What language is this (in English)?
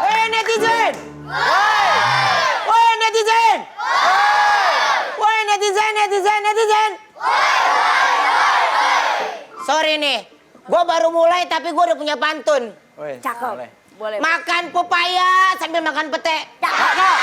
Betawi